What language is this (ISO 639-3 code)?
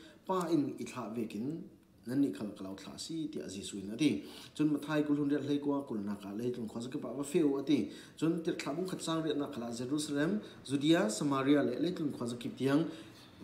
cfm